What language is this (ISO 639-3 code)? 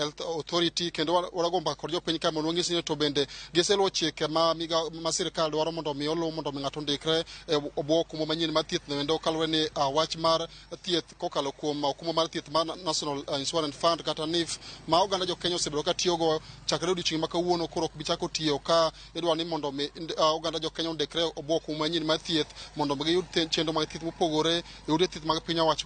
luo